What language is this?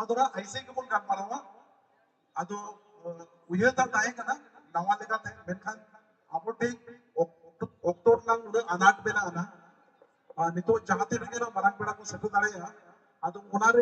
Santali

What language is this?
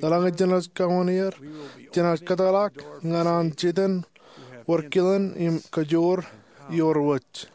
Marshallese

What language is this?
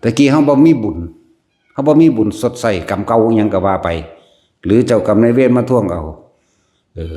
Lao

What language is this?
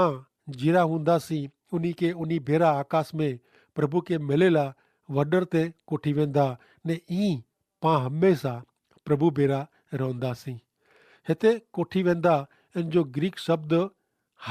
Kachhi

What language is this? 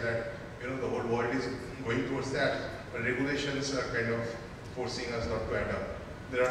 English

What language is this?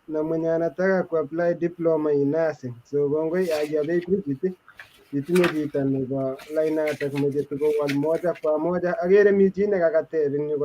Kalenjin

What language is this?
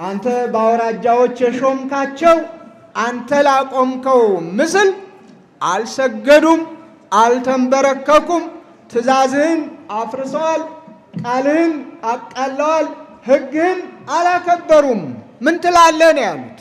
Amharic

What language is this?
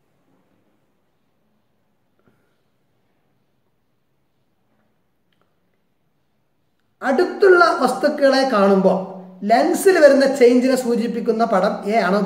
Malayalam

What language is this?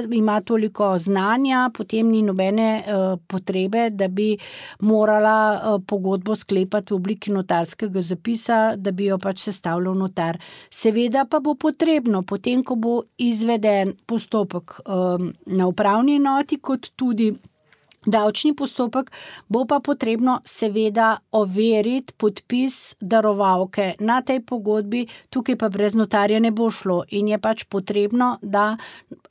Slovenian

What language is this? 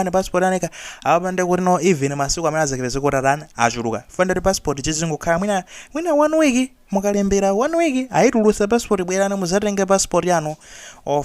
Nyanja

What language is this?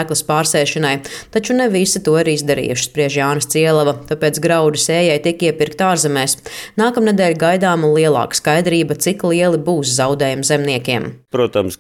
Latvian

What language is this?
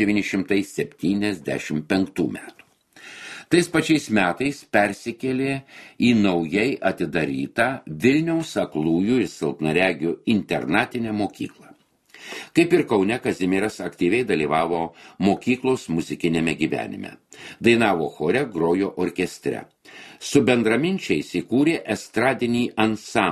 Lithuanian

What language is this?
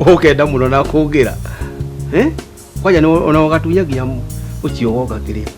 Kikuyu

